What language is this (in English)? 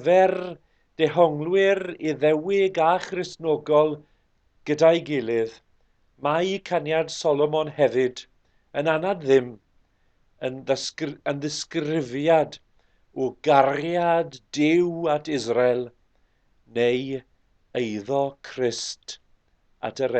Welsh